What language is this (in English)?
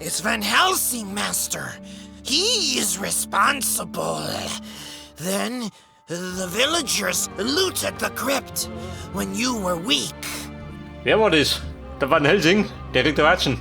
Bavarian